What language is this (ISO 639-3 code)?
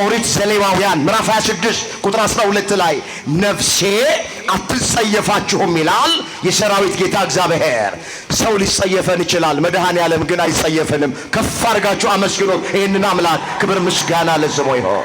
amh